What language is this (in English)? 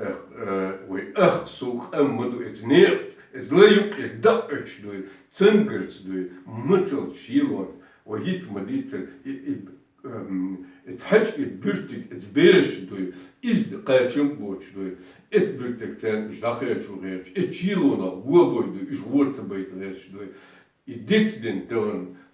Chechen